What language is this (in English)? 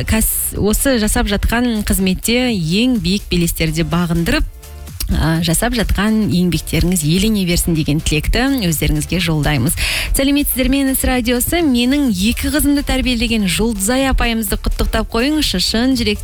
Kazakh